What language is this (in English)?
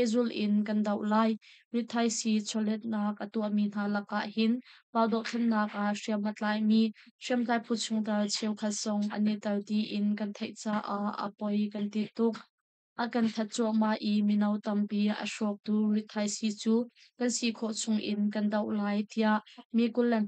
Hakha Chin